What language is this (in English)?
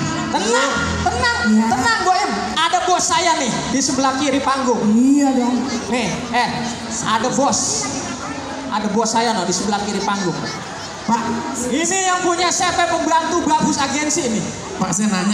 Betawi